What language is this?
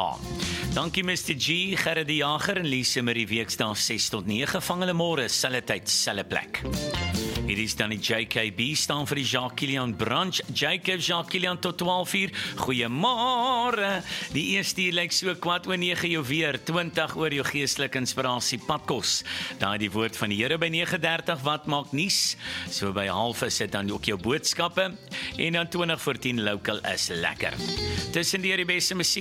Afrikaans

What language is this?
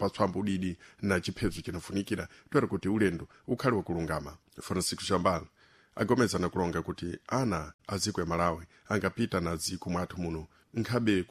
Sena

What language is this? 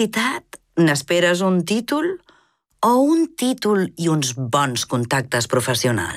Catalan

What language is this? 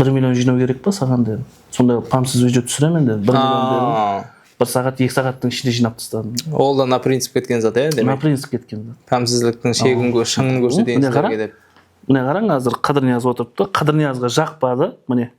Kara-Kalpak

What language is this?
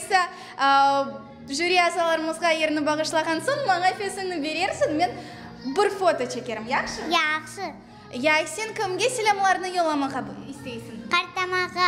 Crimean Tatar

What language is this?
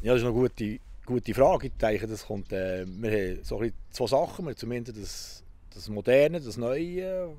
Swiss German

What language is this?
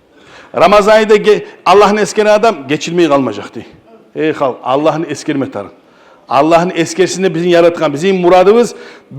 Kumyk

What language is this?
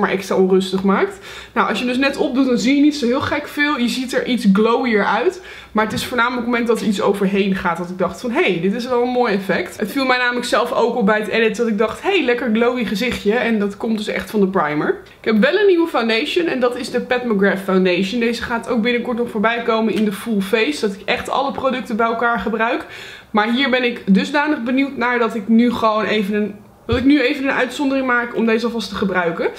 Dutch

